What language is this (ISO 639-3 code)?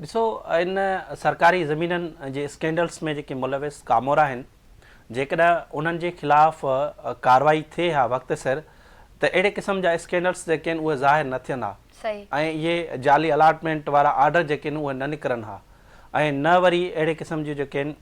snd